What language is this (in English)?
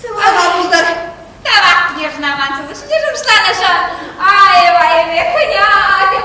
Chuvash